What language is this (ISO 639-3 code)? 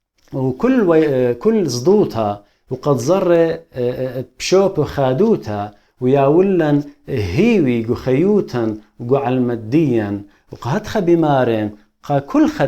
aii